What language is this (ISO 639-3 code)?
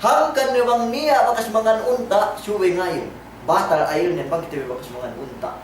yka